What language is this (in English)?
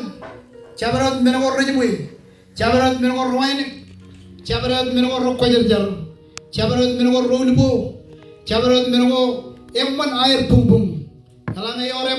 Marshallese